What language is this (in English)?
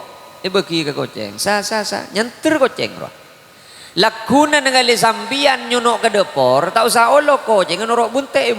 Madurese